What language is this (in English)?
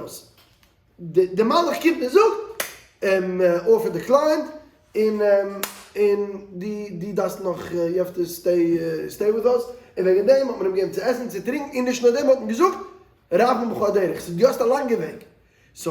Yiddish